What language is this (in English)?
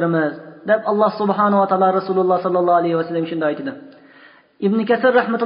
Uyghur